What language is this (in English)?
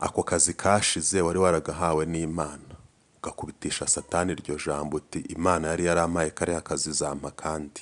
Kinyarwanda